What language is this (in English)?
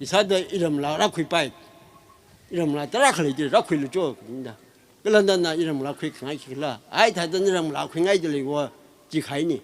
Tangkhul Naga (India)